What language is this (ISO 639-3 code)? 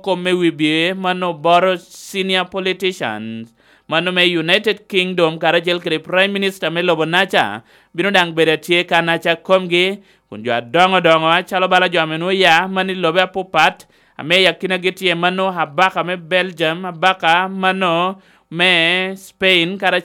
laj